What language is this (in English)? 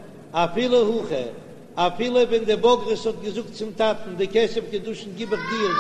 Yiddish